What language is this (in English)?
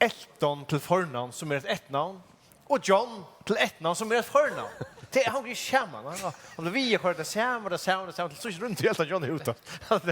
Faroese